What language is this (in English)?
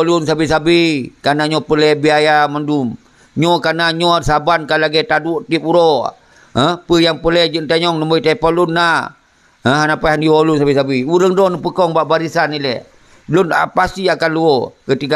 Achinese